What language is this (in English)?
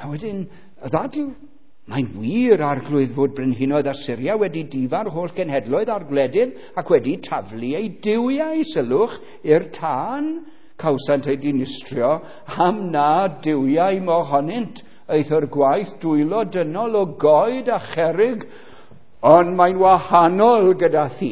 Welsh